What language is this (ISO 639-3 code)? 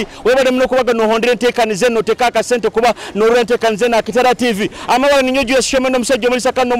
nyo